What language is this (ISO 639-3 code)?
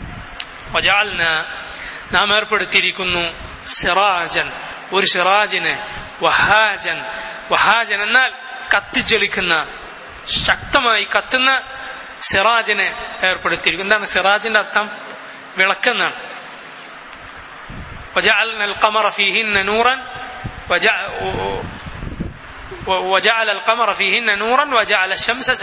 mal